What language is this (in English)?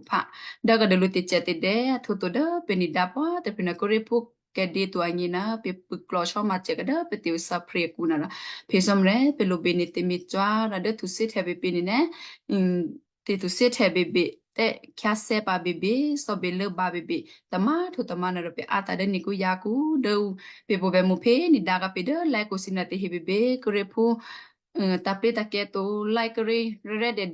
Western Kayah